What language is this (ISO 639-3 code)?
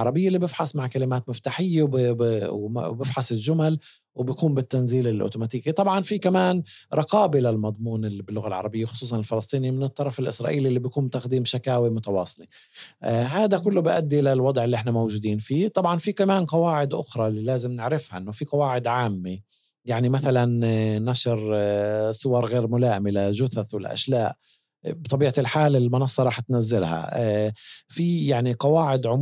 apc